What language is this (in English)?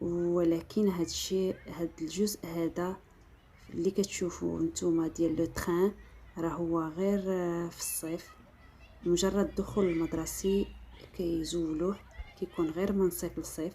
Moroccan Arabic